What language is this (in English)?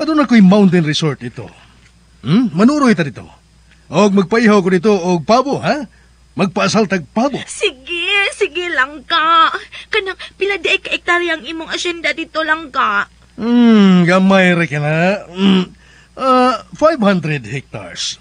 Cebuano